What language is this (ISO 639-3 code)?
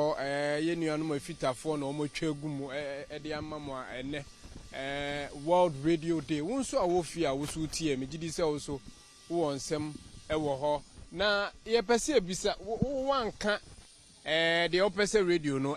aka